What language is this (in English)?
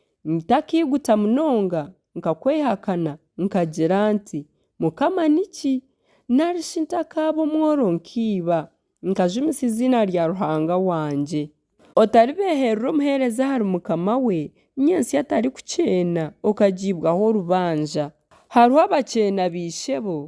Nyankole